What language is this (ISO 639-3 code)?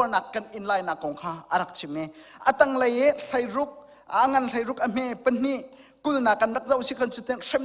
cnh